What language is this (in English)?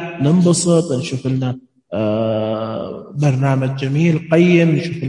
Najdi Arabic